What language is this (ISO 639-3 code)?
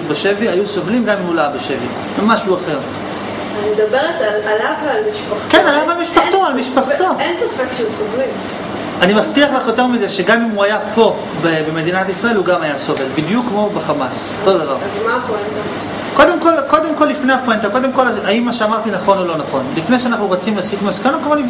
heb